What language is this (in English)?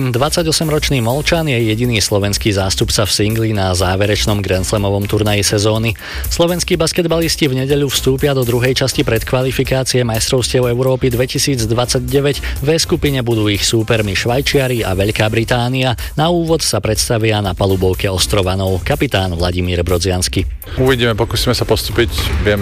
Slovak